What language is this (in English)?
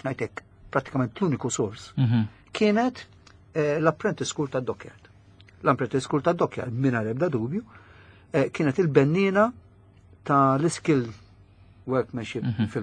Maltese